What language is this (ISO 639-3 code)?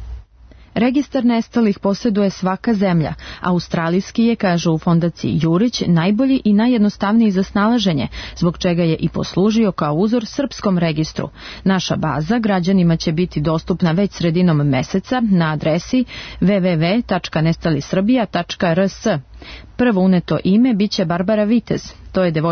srp